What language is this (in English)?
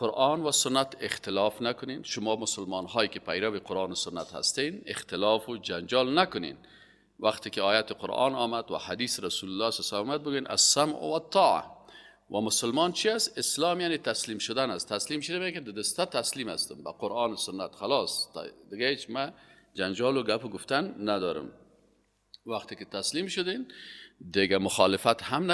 Persian